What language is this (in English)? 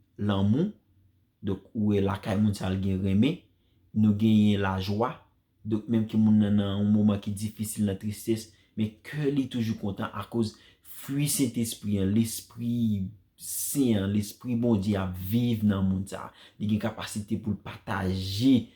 Haitian Creole